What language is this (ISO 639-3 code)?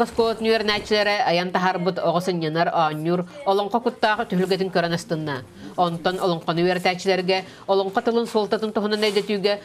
sah